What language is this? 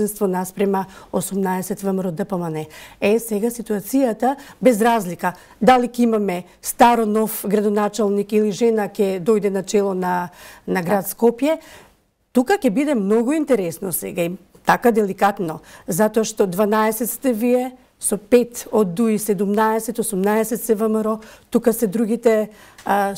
Macedonian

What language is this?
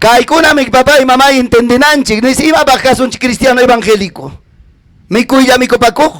Ayacucho Quechua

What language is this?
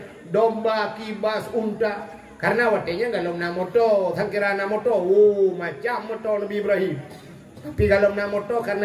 Malay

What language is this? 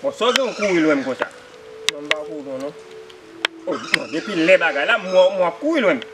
Haitian Creole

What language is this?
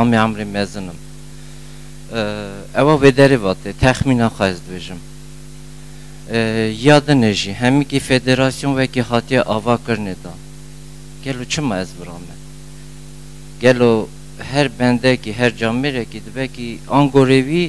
Kurdish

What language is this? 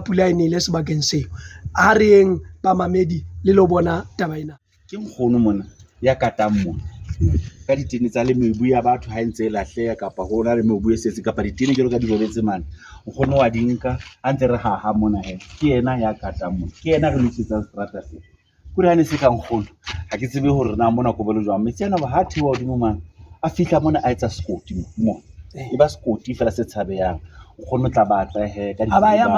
Southern Sotho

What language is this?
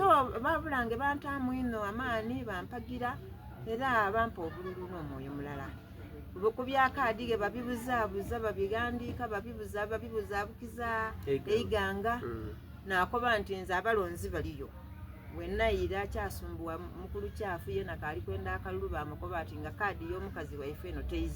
Soga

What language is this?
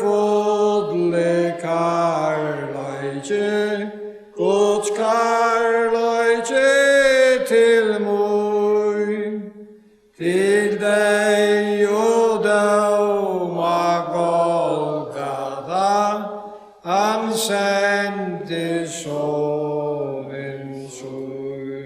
Faroese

